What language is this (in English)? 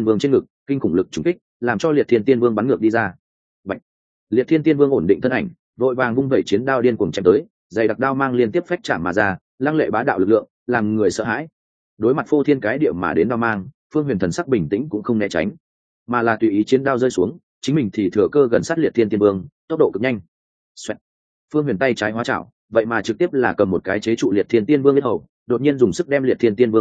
Vietnamese